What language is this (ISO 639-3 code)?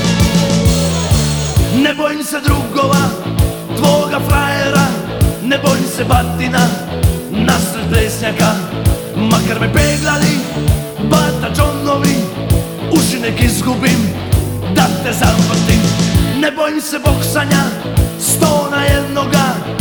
srp